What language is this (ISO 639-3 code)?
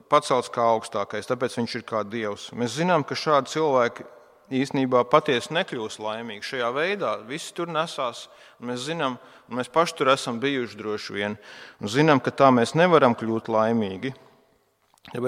lav